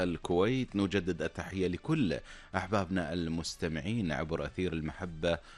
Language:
Gulf Arabic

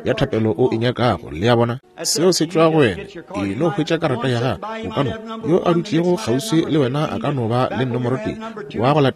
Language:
Northern Sotho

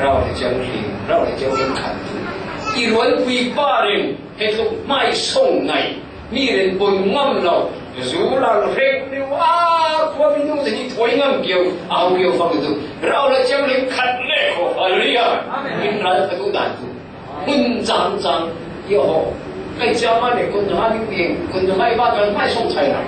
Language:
Falam Chin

